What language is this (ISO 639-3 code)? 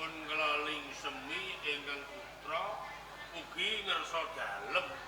jav